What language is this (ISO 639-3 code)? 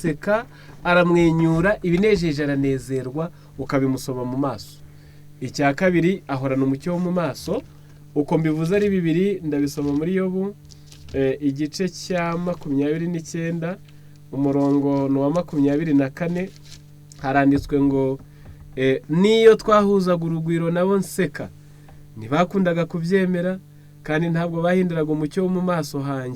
kin